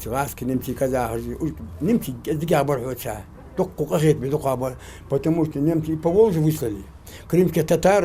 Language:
Ingush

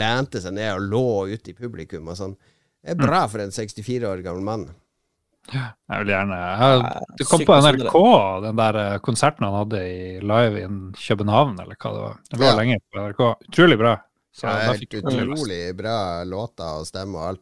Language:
Norwegian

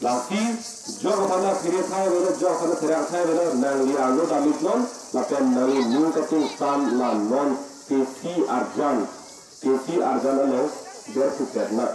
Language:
Karbi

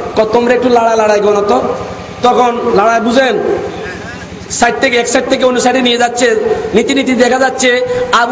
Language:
Bangla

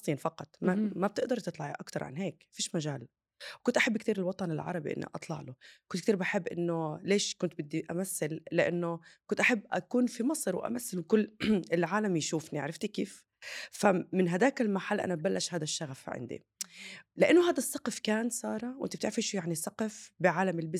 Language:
North Levantine Arabic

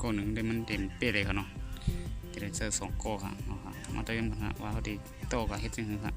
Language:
Shan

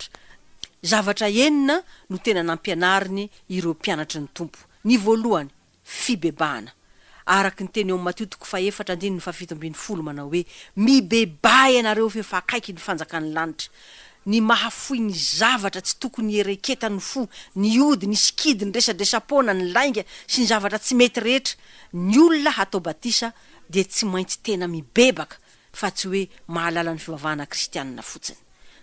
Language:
Malagasy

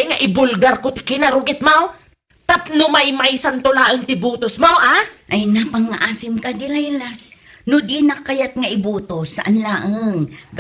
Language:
Iloko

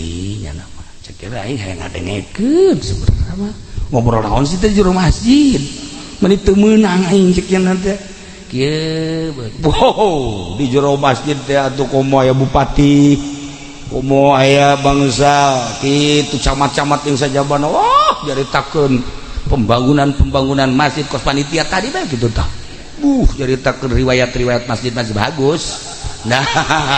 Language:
Sundanese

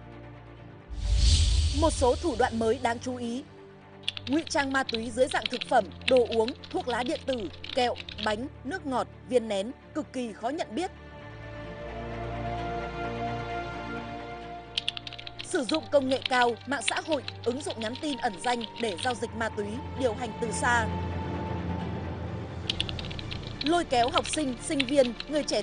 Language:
Vietnamese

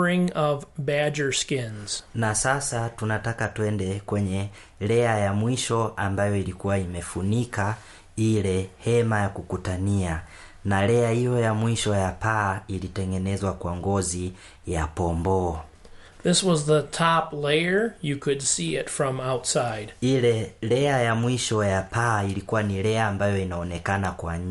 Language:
Swahili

